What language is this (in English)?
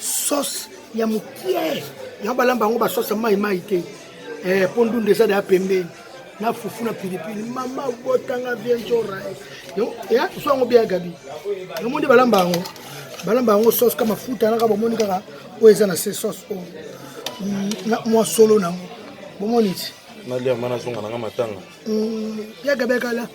Lingala